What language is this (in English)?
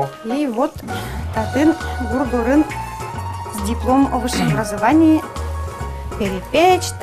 Udmurt